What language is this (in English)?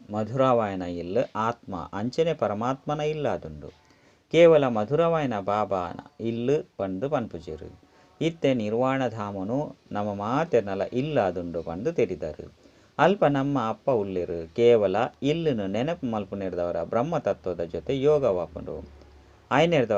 Tulu